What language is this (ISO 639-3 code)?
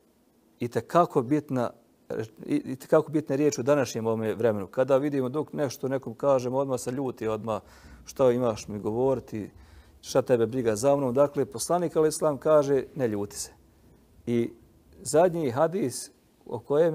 bos